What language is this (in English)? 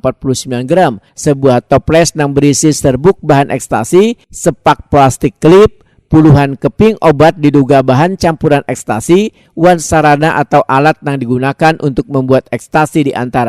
Banjar